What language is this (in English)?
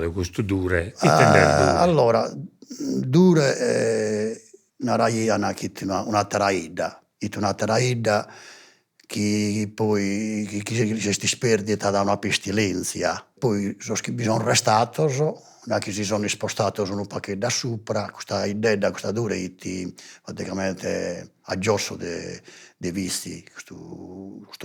Sardinian